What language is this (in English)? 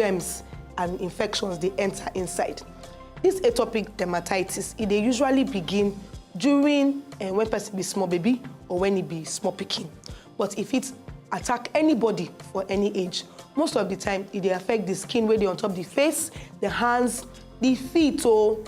Nigerian Pidgin